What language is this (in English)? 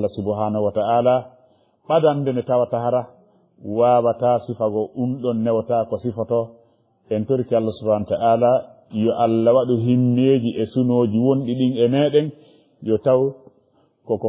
Fula